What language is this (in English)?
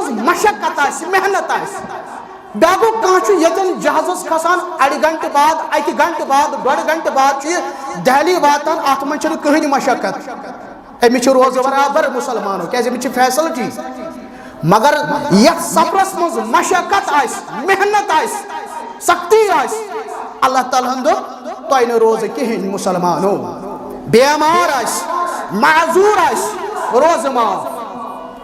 Kashmiri